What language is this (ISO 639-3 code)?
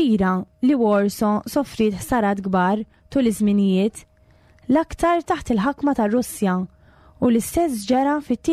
mlt